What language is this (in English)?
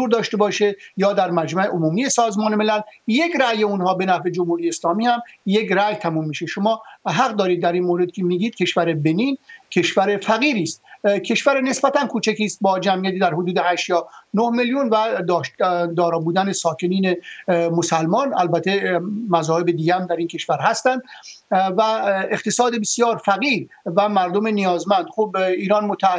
Persian